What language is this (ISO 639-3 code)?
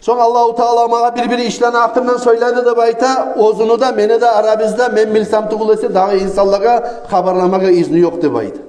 kum